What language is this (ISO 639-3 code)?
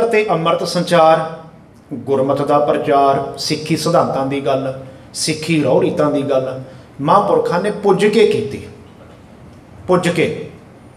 pan